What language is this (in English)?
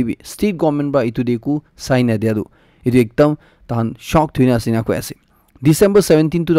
Naga Pidgin